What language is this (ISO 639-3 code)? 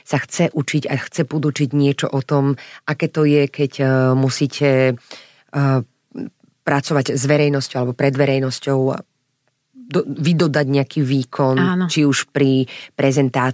slk